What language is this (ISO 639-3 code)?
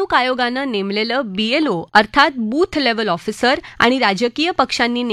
mar